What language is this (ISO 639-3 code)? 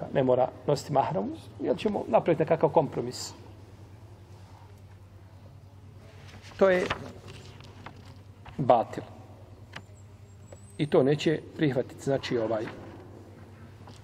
bos